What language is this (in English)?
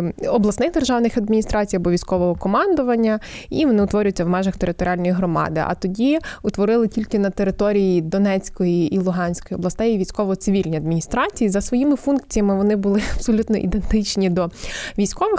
Ukrainian